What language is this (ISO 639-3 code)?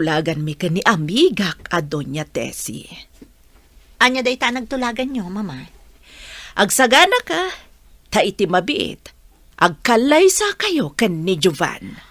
ilo